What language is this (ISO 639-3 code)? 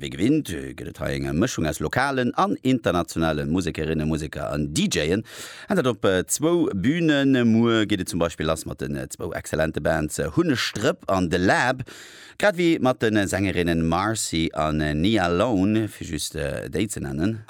ltz